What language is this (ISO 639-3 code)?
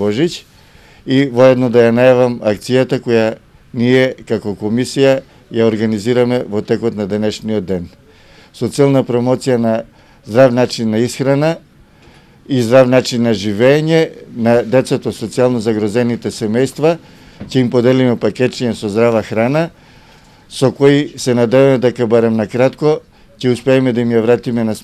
mkd